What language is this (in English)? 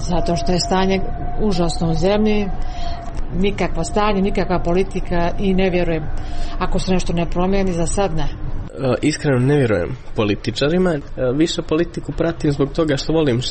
Croatian